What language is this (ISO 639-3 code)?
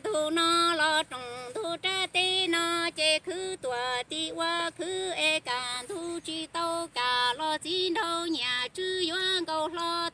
hmn